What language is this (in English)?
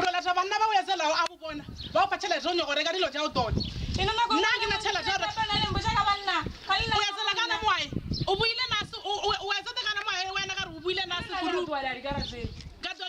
Northern Sotho